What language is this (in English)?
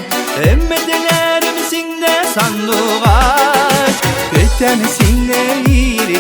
Tatar